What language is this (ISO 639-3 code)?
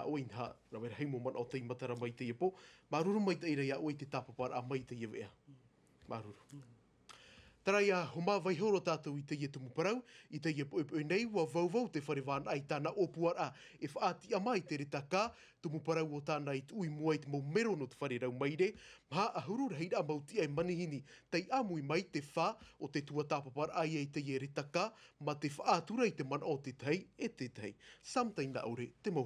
tah